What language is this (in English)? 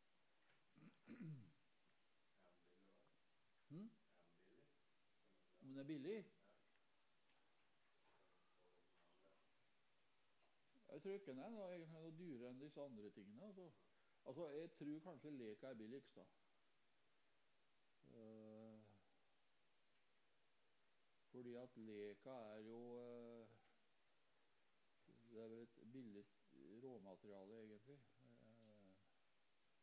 Norwegian